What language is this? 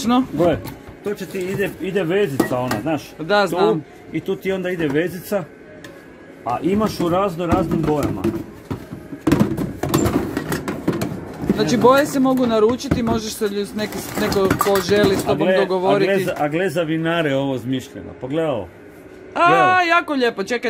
Croatian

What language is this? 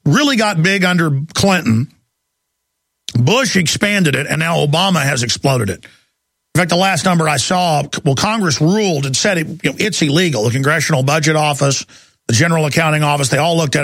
English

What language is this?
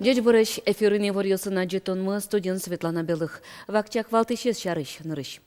Udmurt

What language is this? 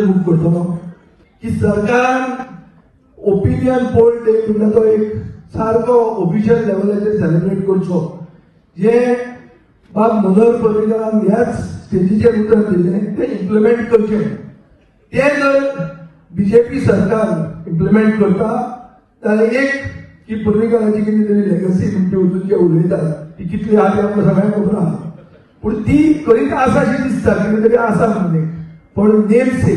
Konkani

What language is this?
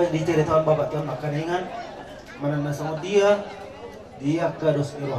Batak Toba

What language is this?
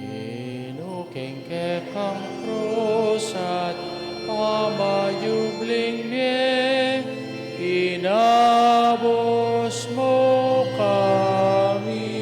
Pampanga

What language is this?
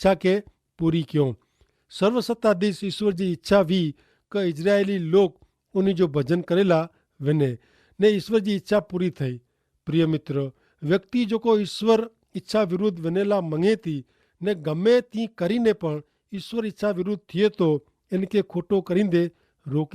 Kachhi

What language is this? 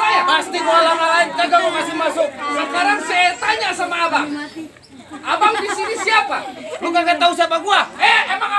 Betawi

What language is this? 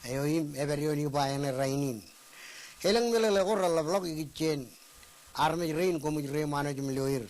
Marshallese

